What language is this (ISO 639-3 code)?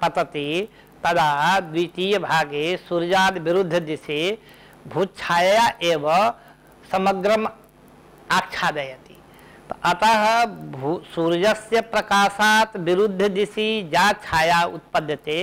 san